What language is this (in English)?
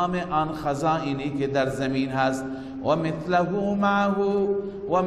Persian